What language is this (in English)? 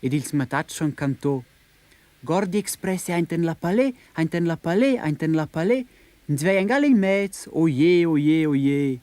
Romansh